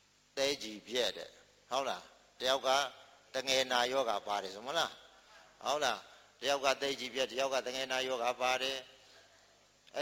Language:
Burmese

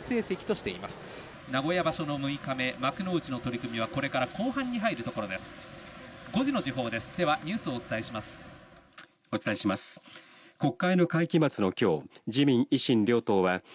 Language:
Japanese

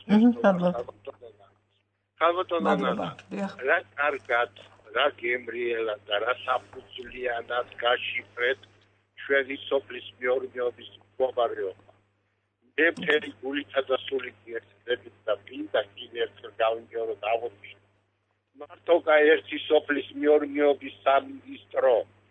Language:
Georgian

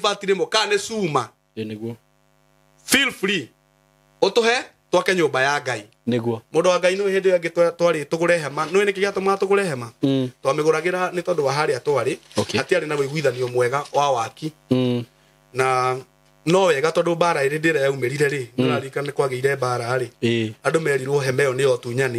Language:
Kikuyu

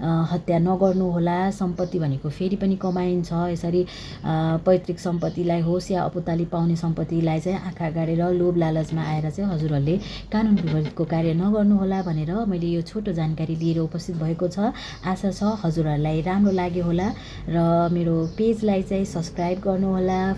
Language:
Nepali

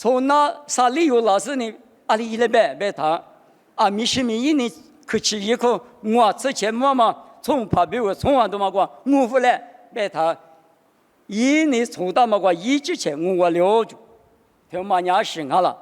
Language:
Lisu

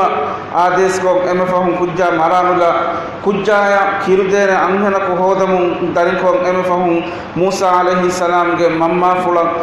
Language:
Divehi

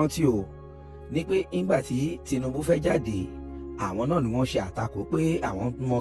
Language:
Yoruba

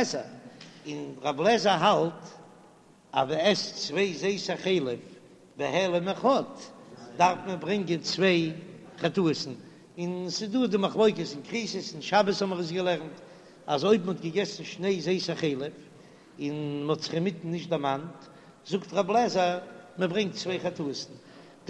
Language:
Yiddish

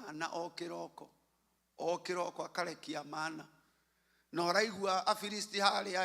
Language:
Kikuyu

